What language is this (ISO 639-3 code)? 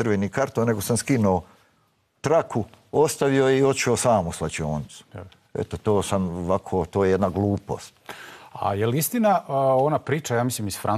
bos